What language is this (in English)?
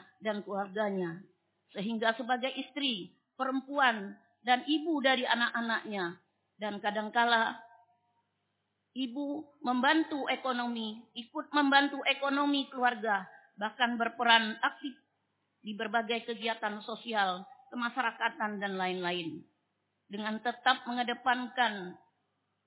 Indonesian